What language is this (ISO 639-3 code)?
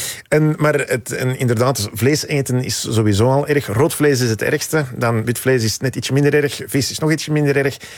nld